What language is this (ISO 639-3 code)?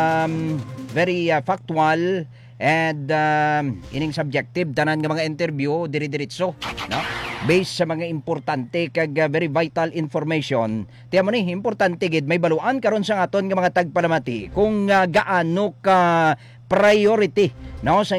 hil